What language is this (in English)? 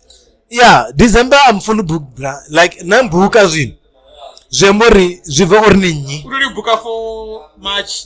Venda